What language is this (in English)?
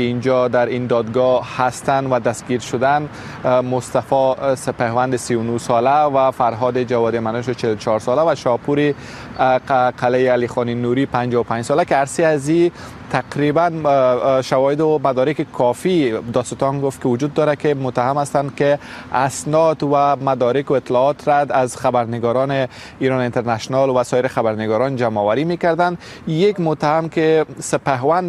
Persian